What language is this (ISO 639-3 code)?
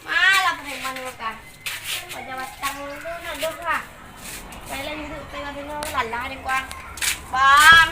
min